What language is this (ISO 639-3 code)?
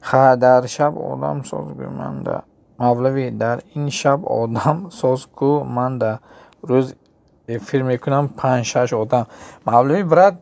tgk